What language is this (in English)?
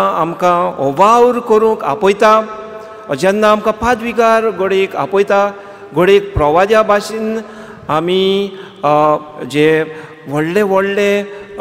Konkani